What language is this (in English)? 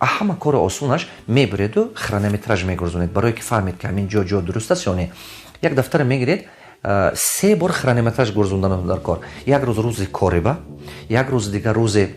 Tajik